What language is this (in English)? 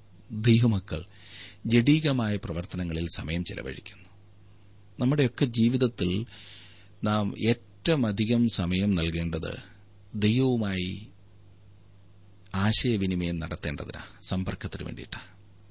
Malayalam